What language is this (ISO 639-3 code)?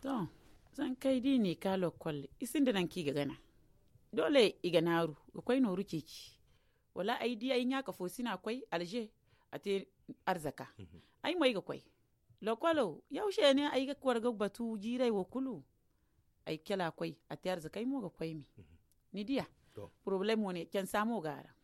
dje